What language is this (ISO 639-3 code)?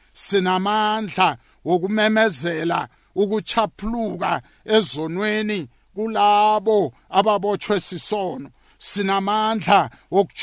nbl